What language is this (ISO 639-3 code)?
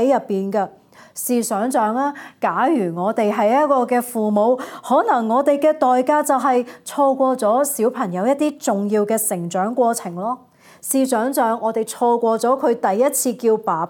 yue